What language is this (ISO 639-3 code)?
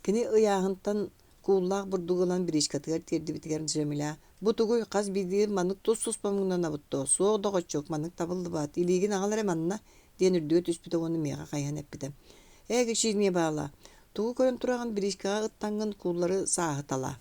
sah